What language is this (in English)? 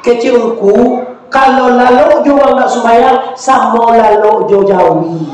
Minangkabau